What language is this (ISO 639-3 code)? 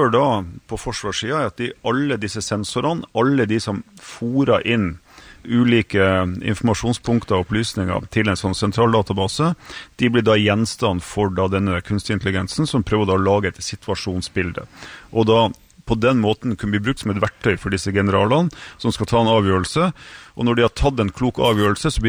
nor